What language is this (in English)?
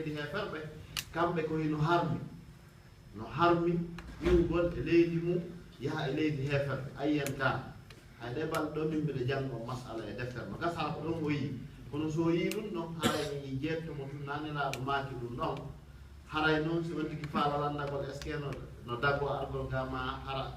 Fula